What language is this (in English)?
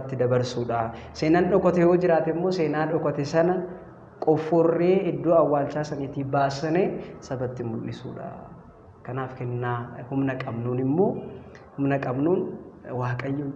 Oromo